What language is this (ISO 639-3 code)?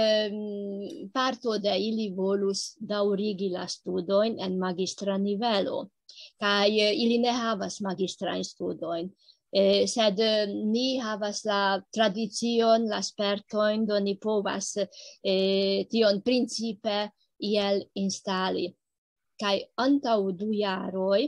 epo